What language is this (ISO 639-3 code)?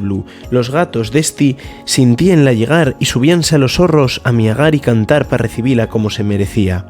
ast